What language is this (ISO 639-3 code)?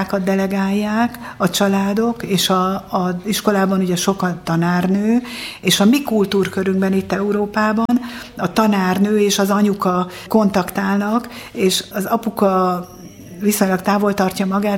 hun